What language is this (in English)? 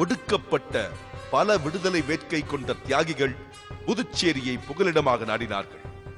Tamil